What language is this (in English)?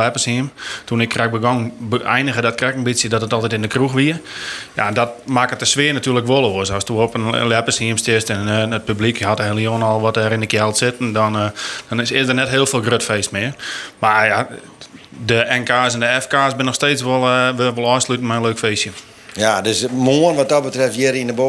Western Frisian